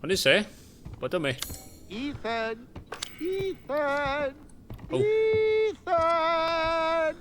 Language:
Bavarian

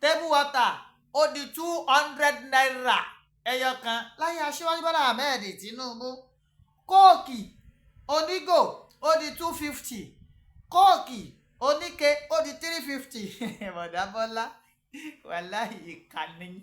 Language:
Yoruba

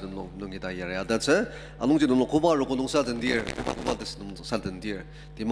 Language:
Ao Naga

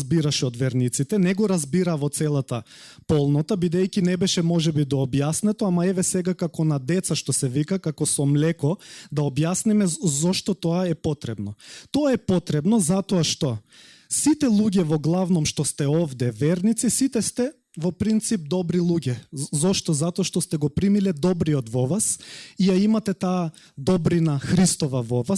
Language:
Macedonian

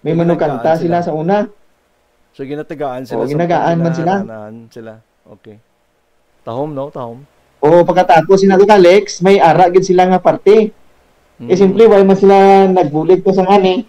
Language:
Hiligaynon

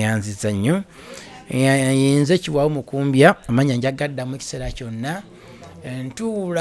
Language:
Ganda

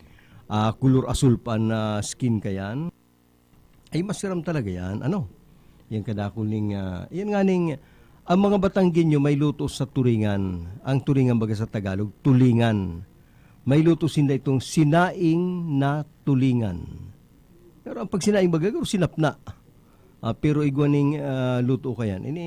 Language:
Bikol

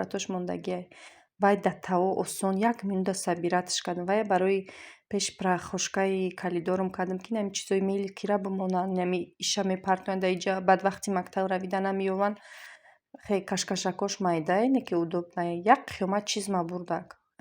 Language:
Tajik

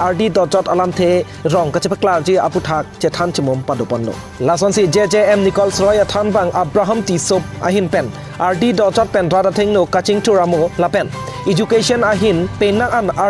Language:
Karbi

